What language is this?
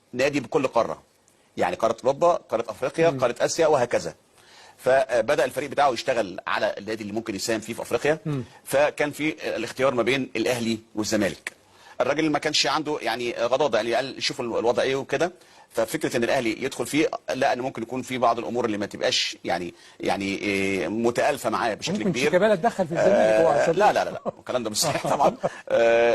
Egyptian Arabic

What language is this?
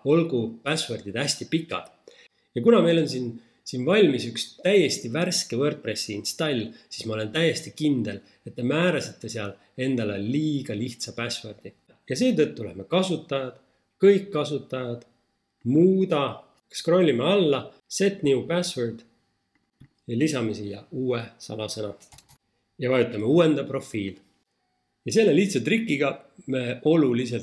Estonian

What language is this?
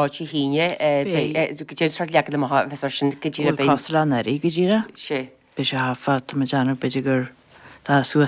Irish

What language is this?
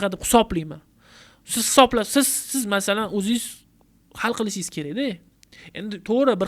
Uzbek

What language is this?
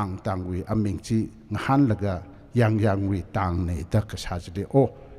Tangkhul Naga (India)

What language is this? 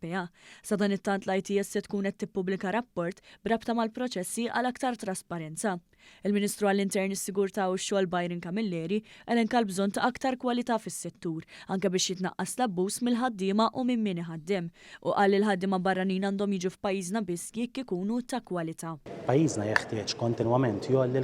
Maltese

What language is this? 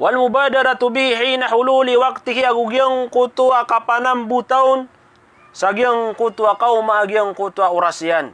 Maranao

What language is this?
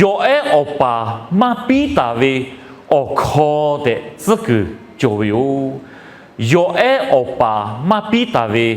Lahu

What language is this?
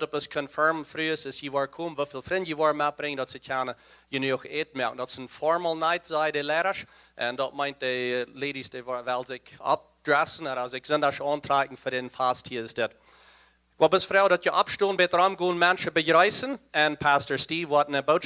Plautdietsch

